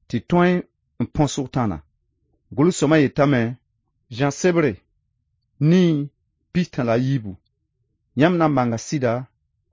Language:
Mossi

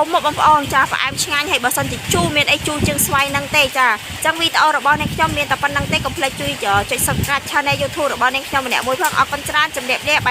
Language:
Khmer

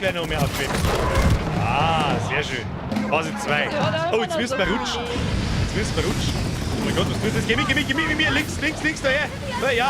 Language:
Bavarian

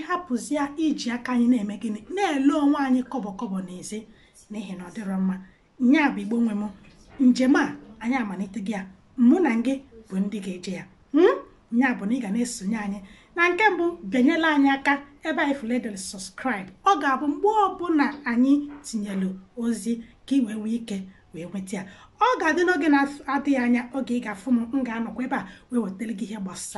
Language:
Igbo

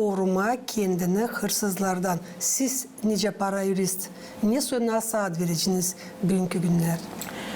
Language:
Gagauz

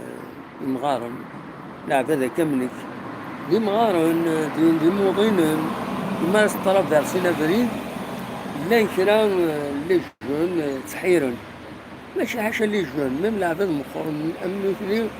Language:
Kabyle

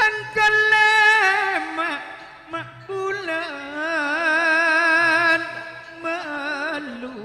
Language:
Madurese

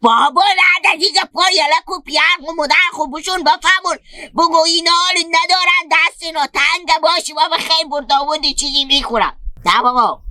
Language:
Hazaragi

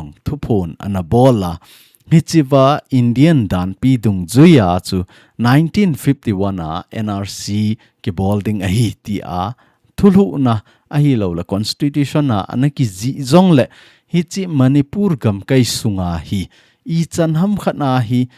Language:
Thado Chin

